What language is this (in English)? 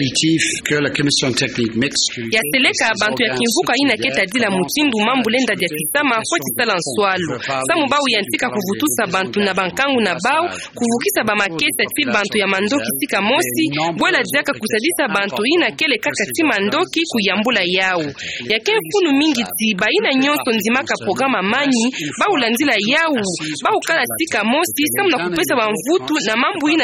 Kituba (Democratic Republic of Congo)